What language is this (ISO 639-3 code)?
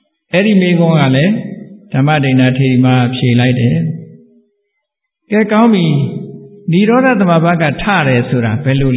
mya